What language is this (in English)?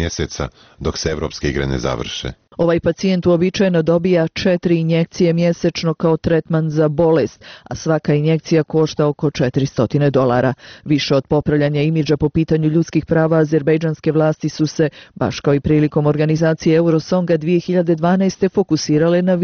Bosnian